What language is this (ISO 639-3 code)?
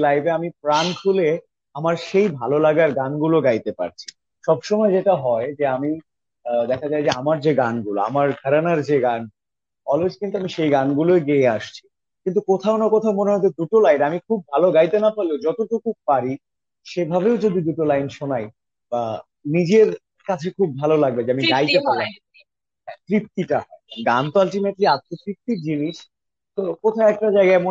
ben